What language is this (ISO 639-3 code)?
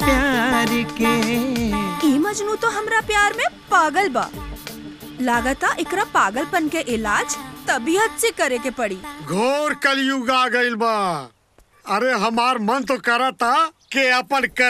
bho